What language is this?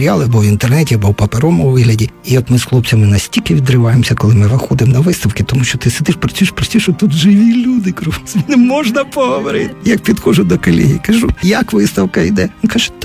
Ukrainian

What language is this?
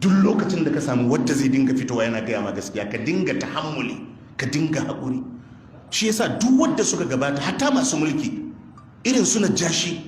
Hausa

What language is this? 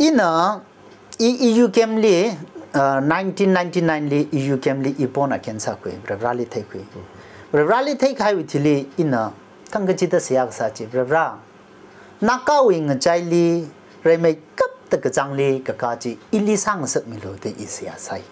Tangkhul Naga (India)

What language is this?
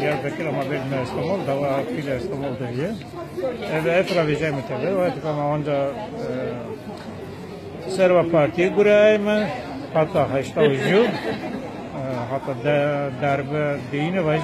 Zaza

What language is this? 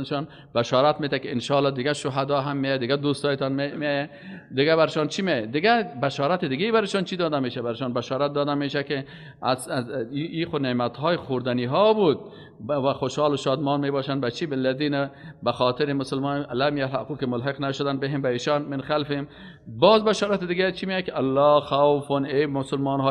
Persian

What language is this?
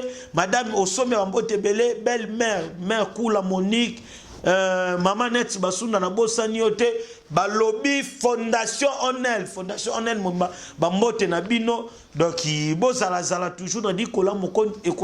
Lingala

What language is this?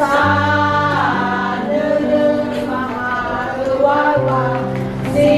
Nias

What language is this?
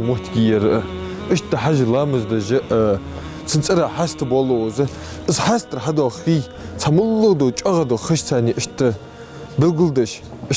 Ingush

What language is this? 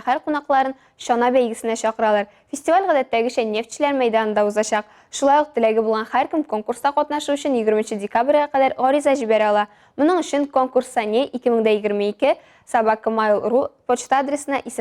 Tatar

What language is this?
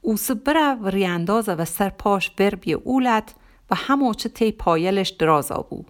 Gilaki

